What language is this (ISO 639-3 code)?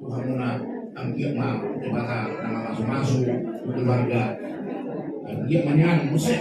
bbc